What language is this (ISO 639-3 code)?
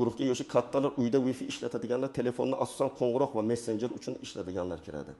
uzb